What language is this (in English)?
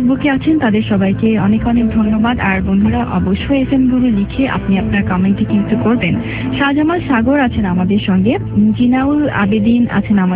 Bangla